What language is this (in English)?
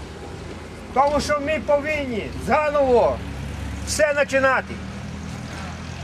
Ukrainian